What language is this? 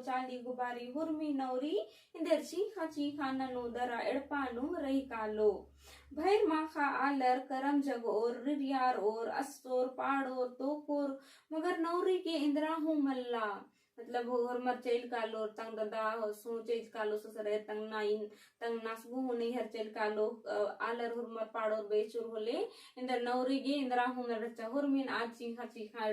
Kurukh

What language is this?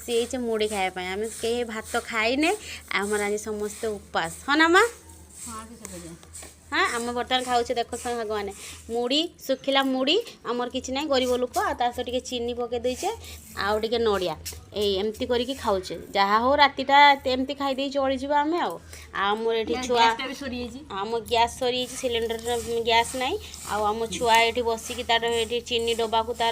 Odia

